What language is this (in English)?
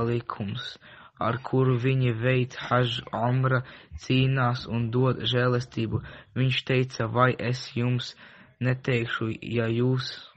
Latvian